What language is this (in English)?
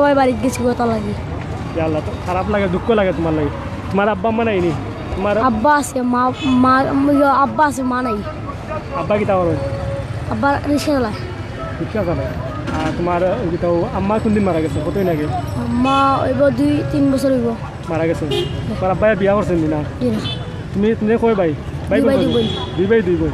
Sylheti